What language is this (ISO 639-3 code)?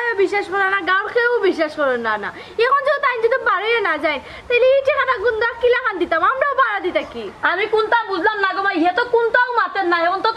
syl